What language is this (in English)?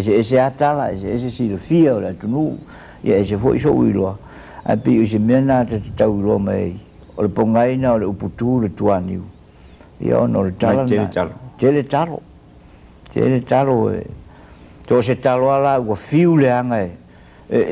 Samoan